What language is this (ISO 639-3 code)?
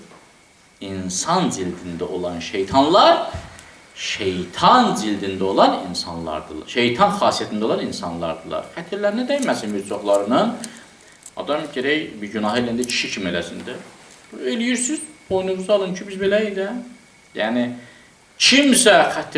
aze